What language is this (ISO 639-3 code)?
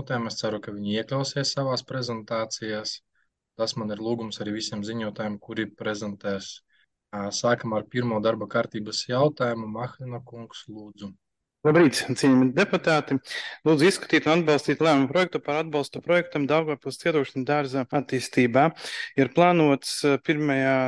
lav